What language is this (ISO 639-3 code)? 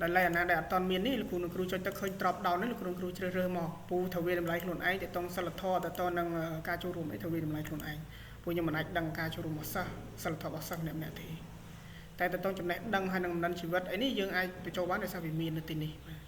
khm